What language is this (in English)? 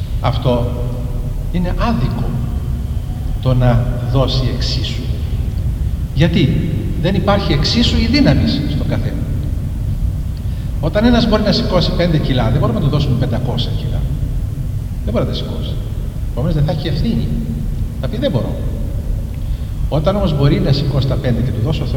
Greek